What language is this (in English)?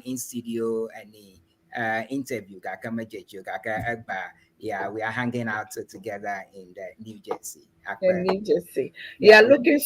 Ewe